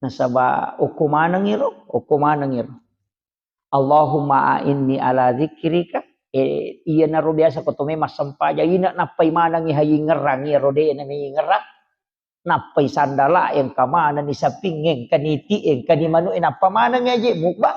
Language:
Buginese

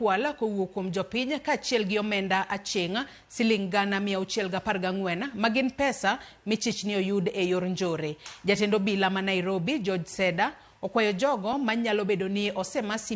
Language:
Luo (Kenya and Tanzania)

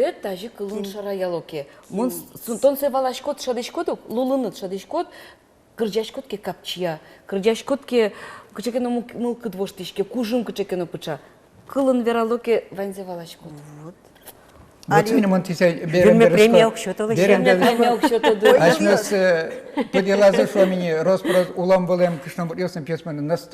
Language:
Udmurt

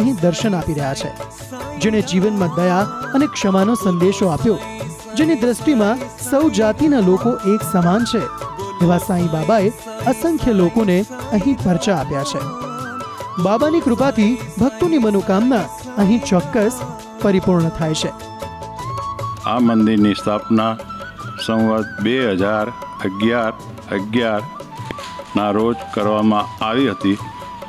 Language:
Gujarati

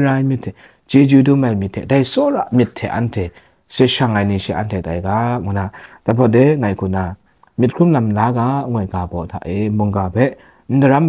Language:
Kachin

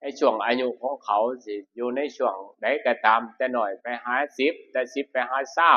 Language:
Northeastern Thai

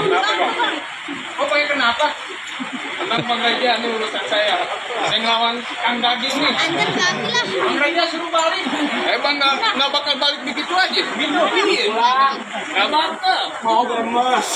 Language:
Betawi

